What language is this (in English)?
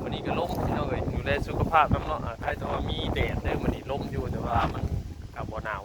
Northeastern Thai